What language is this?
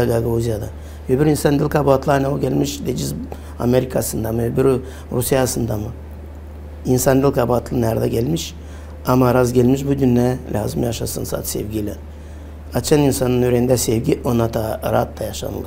Gagauz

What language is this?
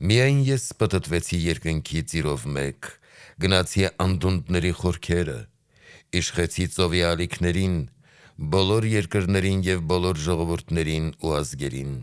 Armenian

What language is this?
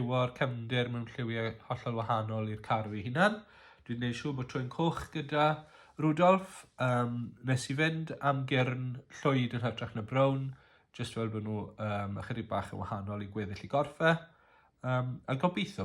Welsh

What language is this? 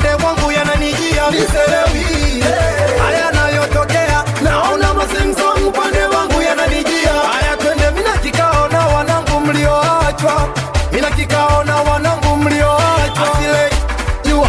Swahili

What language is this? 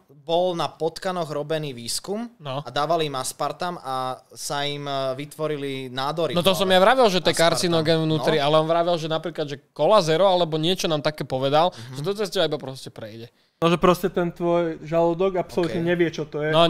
Slovak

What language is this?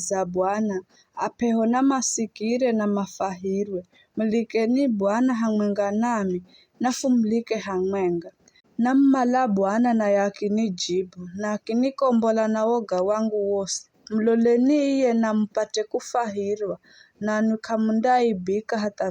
Giryama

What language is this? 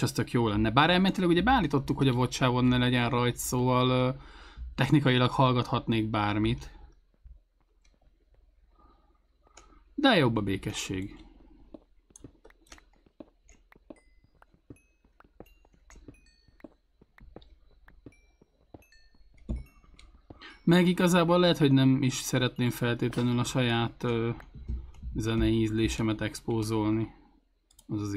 Hungarian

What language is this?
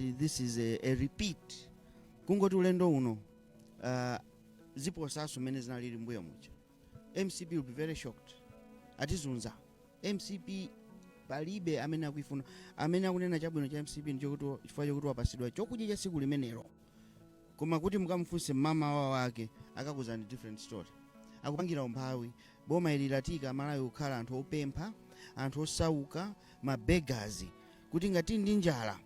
Nyanja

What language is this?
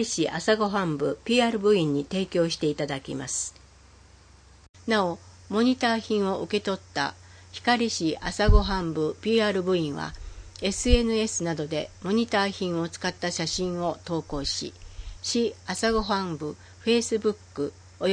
Japanese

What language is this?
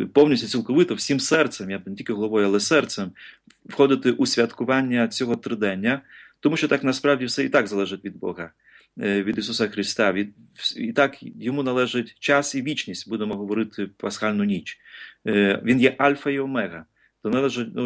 Ukrainian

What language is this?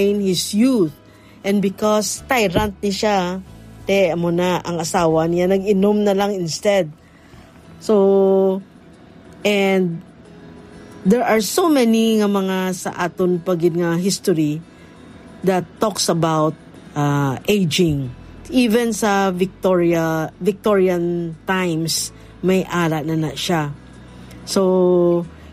Hiligaynon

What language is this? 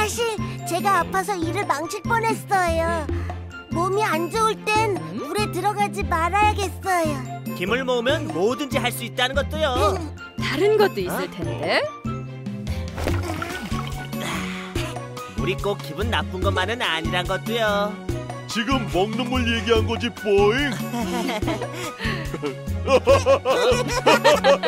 Korean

